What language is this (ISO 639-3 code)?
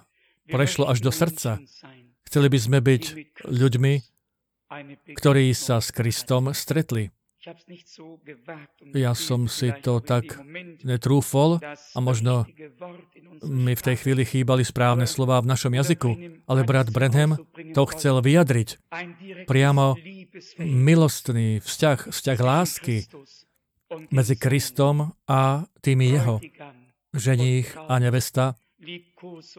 slk